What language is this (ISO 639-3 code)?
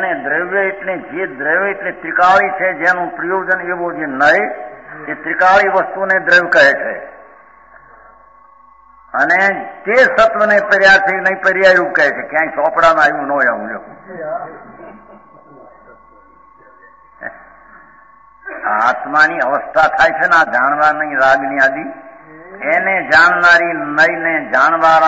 guj